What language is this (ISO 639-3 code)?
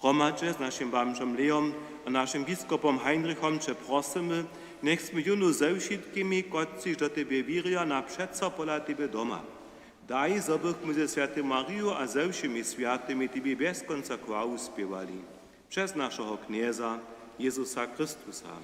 hsb